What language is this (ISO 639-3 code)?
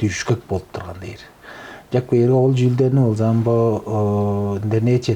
tyv